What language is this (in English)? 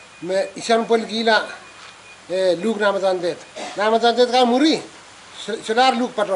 Pohnpeian